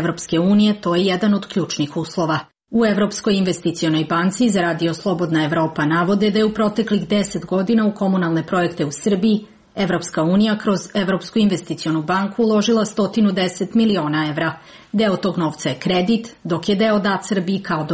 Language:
Serbian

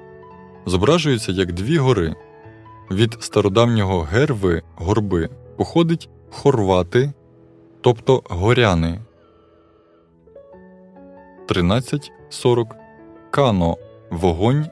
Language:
Ukrainian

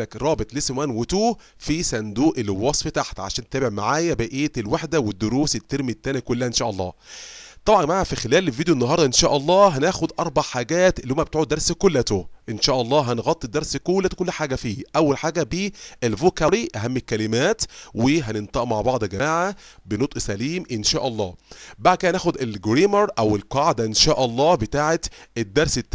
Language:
Egyptian Arabic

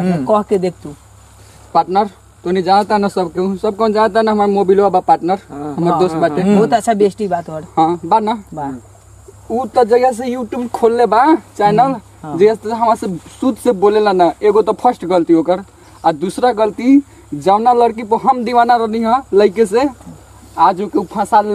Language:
Bhojpuri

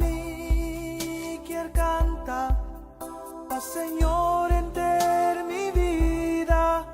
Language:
Papiamento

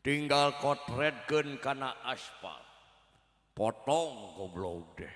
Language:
Sundanese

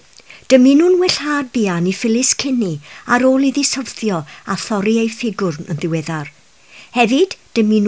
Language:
Welsh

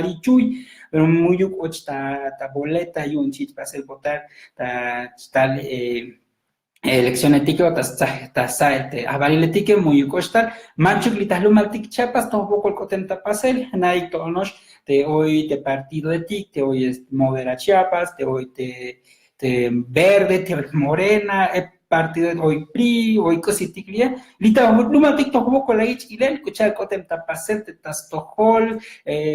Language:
Tzotzil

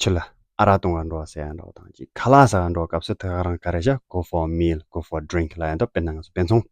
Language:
Tibetan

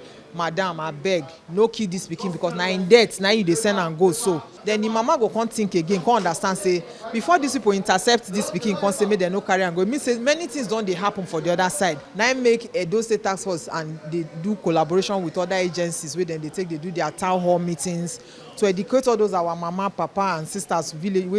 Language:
Nigerian Pidgin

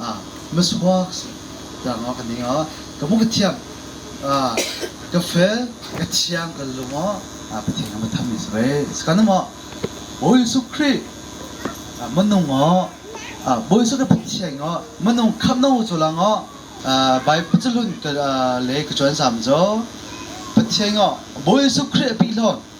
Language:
Hakha Chin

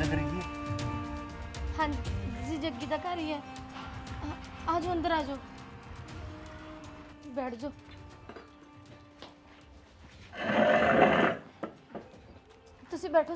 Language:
Punjabi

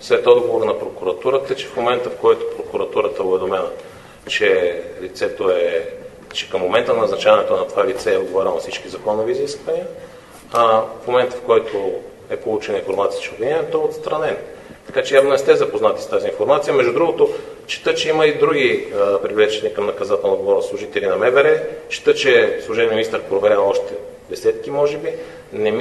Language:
Bulgarian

